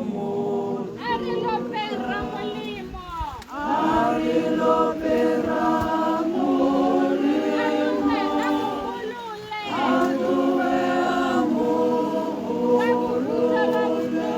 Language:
Tswana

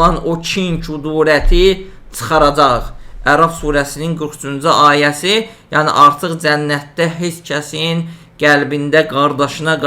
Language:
Azerbaijani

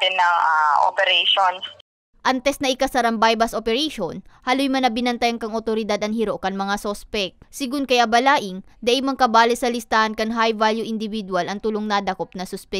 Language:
Bikol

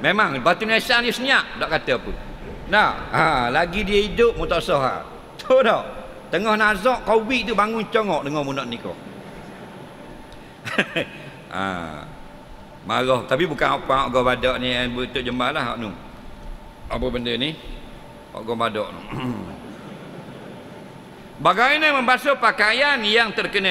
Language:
Malay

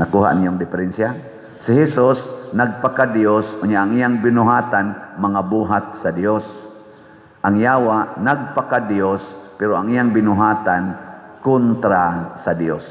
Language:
Cebuano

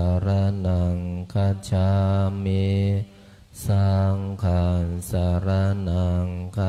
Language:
Pali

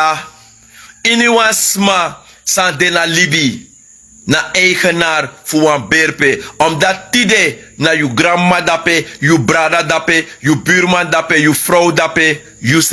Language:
Sranan Tongo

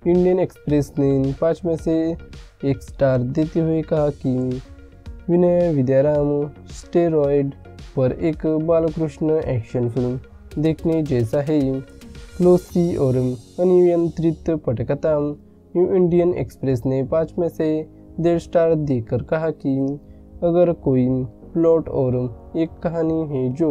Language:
Hindi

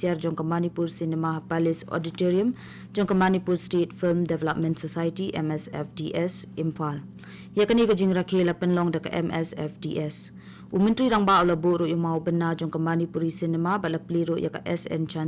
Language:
Khasi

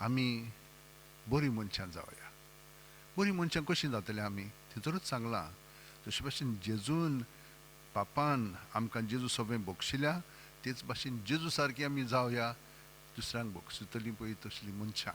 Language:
Konkani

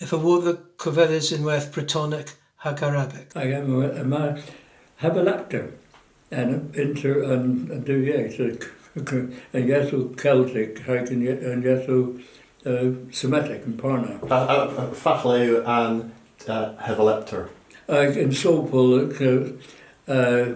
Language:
Cornish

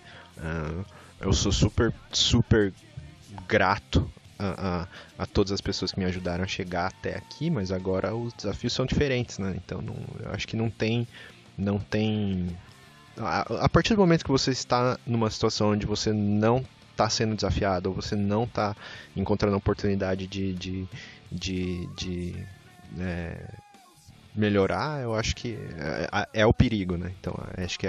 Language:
Portuguese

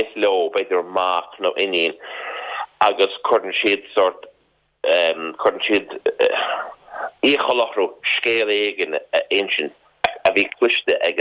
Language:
Irish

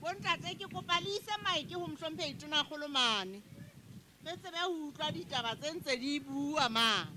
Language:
Southern Sotho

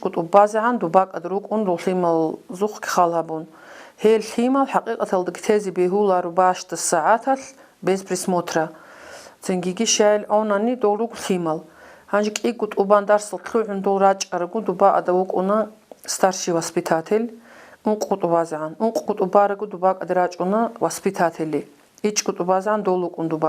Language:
Avaric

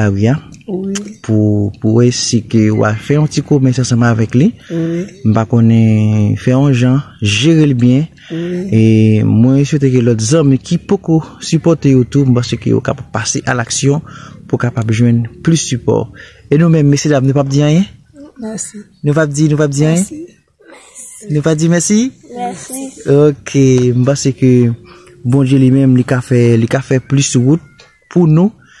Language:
Haitian Creole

